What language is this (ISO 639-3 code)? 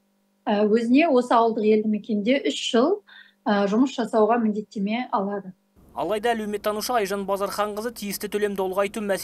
kaz